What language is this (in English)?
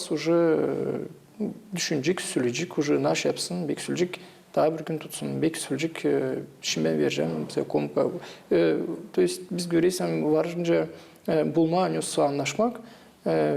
Gagauz